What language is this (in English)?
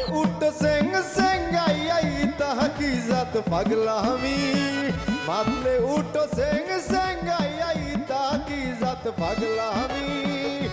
Sylheti